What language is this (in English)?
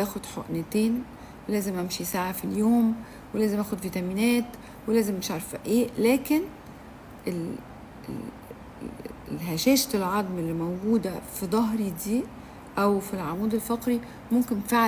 Egyptian Arabic